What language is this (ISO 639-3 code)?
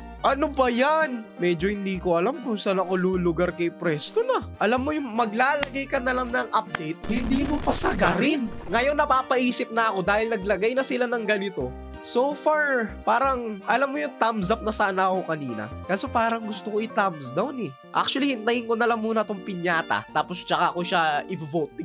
fil